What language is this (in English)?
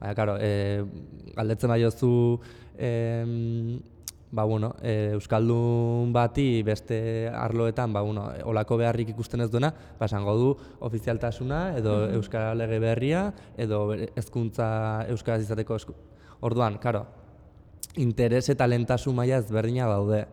Basque